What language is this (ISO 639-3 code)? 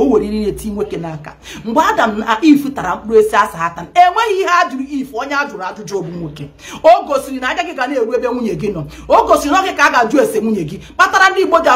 ibo